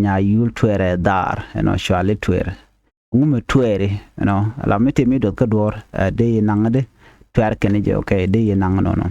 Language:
Nuer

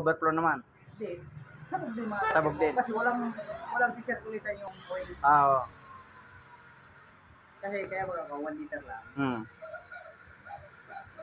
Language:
Filipino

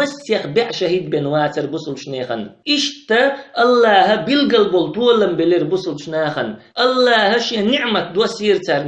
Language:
Chechen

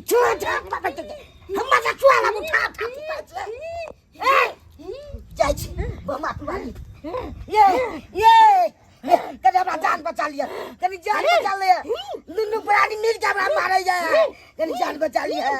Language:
Maithili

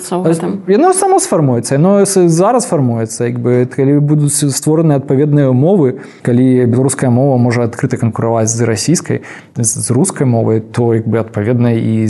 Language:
Belarusian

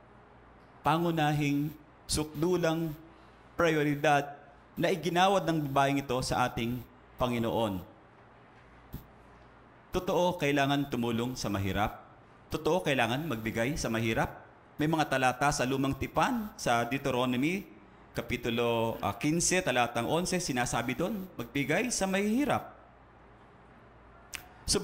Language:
Filipino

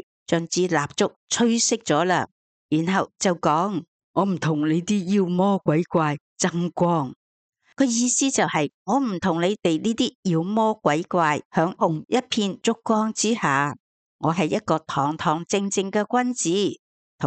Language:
Cantonese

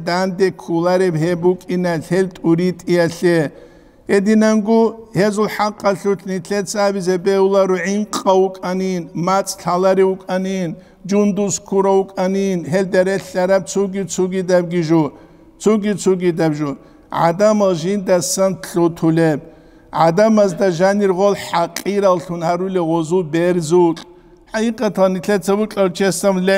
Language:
Avaric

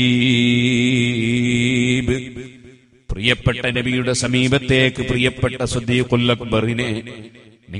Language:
Malayalam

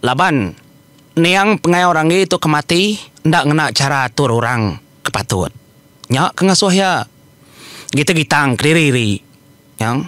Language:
Iban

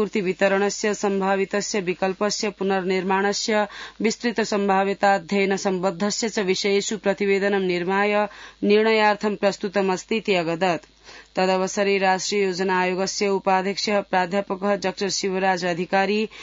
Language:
Sanskrit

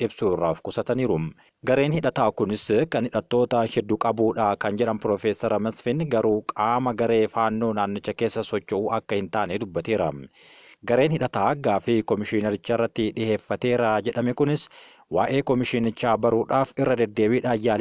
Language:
Oromo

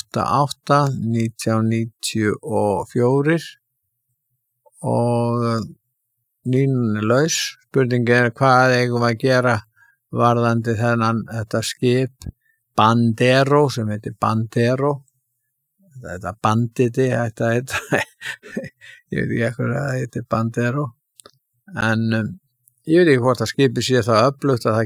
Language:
Icelandic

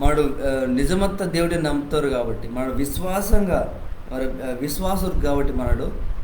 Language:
Koya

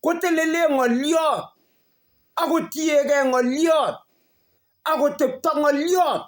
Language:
Kalenjin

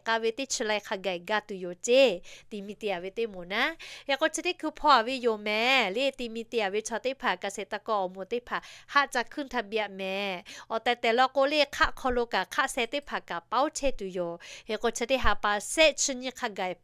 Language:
Lahu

